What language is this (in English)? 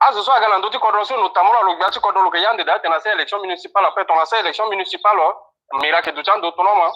Sango